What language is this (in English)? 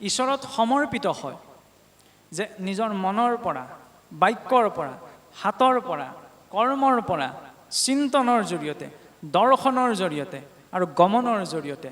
Assamese